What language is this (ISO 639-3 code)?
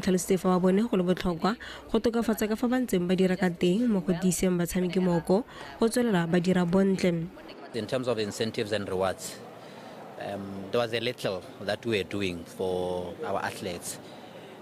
tsn